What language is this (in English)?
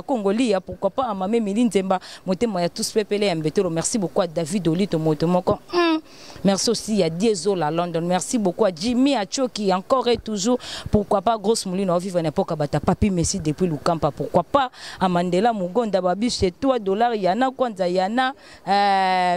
Lingala